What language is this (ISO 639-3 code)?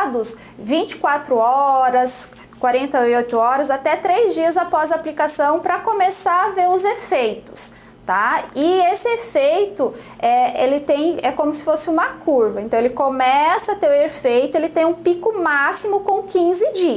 por